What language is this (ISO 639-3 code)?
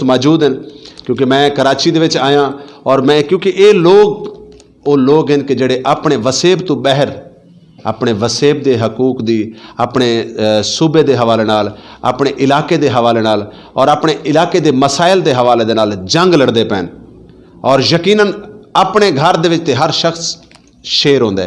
skr